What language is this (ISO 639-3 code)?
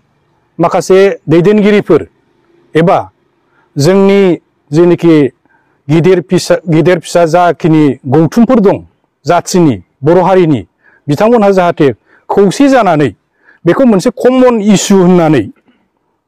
brx